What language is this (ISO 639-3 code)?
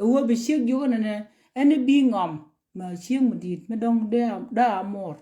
nus